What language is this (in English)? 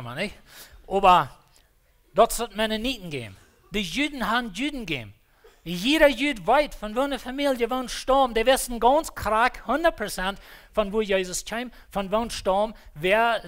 Plautdietsch